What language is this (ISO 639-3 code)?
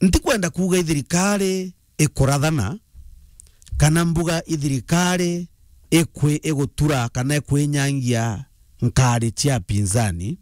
mer